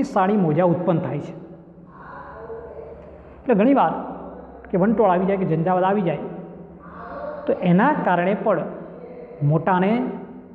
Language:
Gujarati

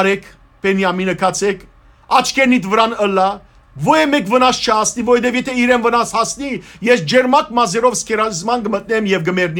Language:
Western Armenian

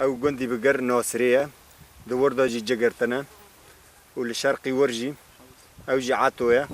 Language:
Kurdish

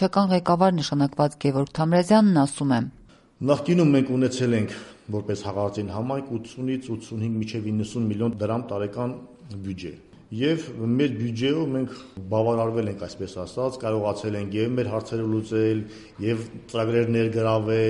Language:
Armenian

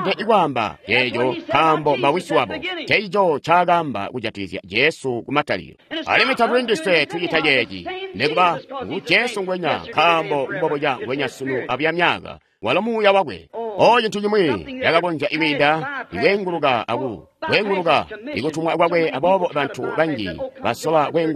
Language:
Tonga (Zambia)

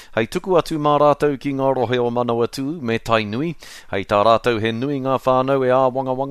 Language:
Māori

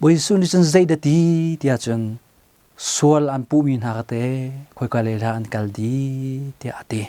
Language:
Hakha Chin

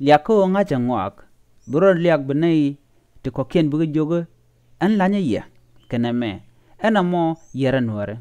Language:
Nuer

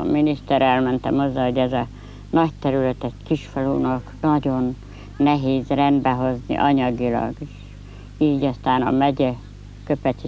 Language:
Hungarian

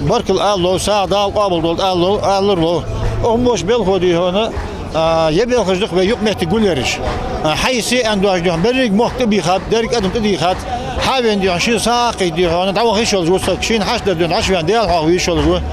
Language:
Ingush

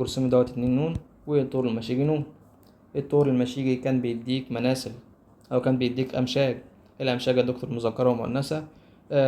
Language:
Egyptian Arabic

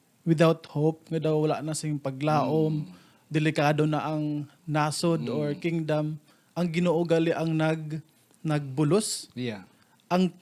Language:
Hiligaynon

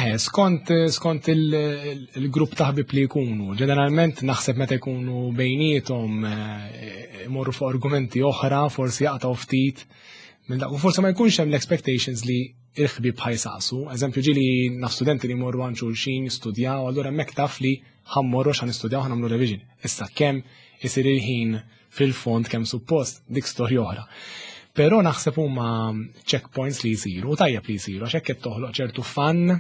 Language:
Maltese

